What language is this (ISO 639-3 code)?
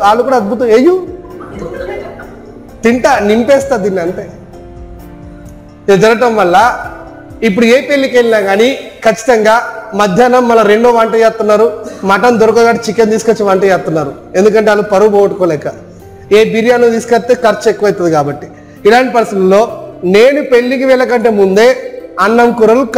tel